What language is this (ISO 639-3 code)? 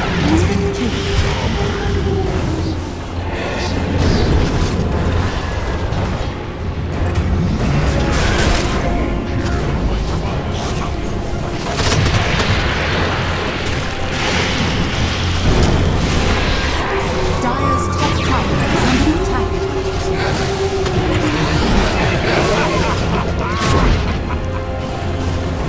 eng